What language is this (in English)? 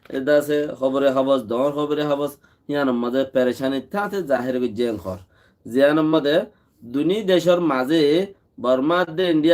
Rohingya